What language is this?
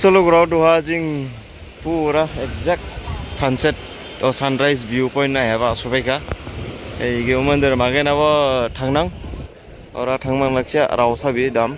Dimasa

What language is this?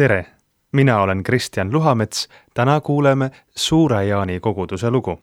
Estonian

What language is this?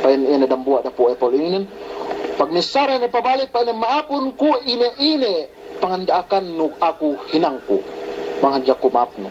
Yakan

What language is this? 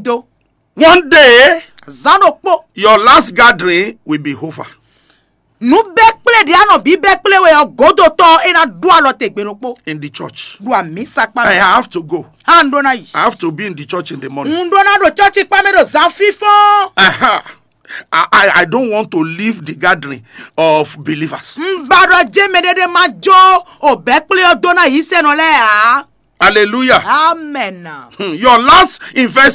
Fon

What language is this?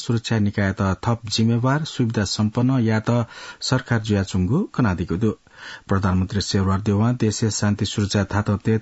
Newari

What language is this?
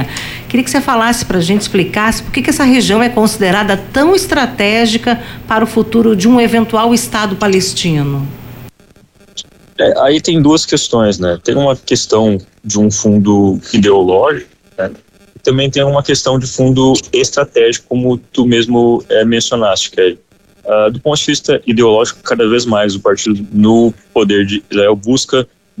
Portuguese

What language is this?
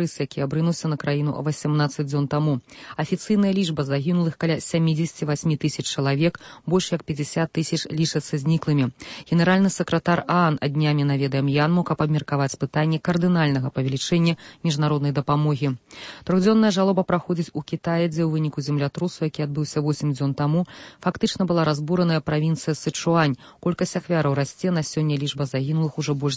Belarusian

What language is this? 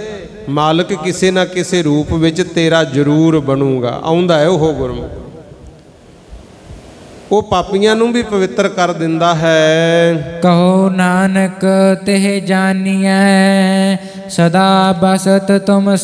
Punjabi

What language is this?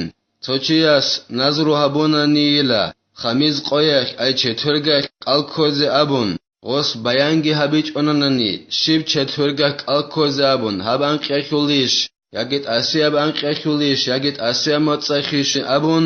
Avaric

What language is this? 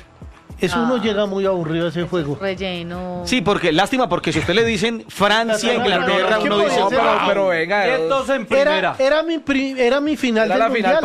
Spanish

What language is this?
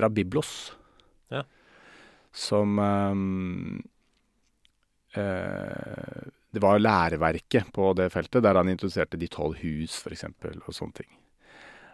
Norwegian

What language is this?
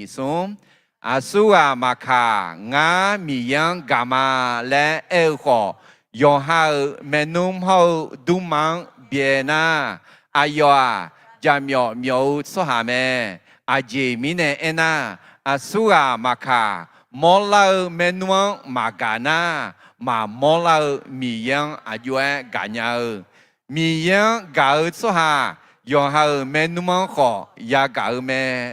Akha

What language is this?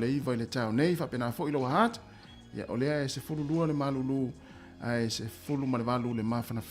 Samoan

